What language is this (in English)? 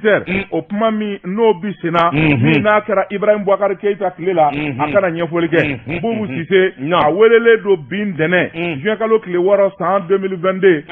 Bambara